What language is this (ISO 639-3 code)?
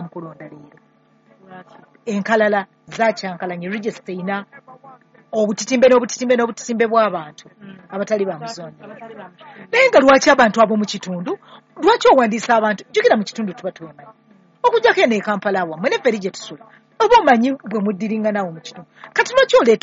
lug